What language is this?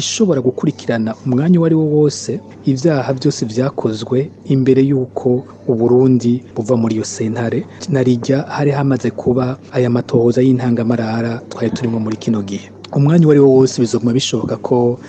Rundi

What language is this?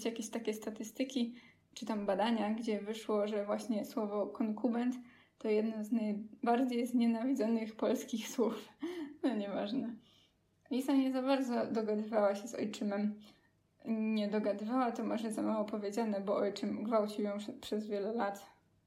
Polish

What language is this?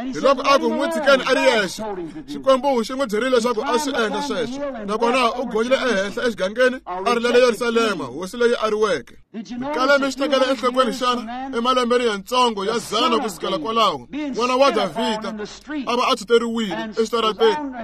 Tsonga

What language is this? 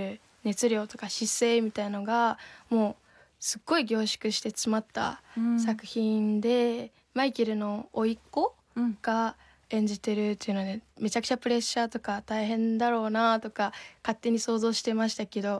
Japanese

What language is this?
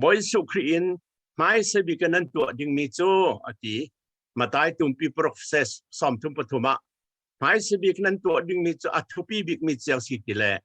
Falam Chin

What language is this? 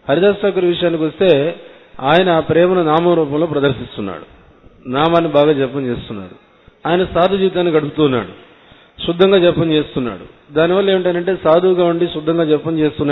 Telugu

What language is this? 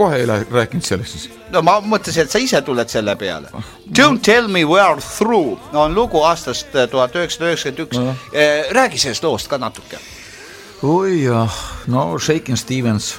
Estonian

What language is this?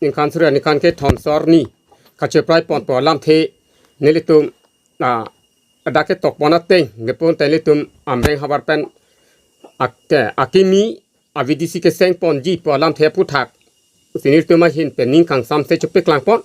Karbi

